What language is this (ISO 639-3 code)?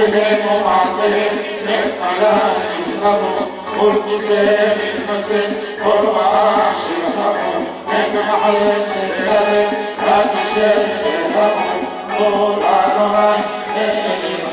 heb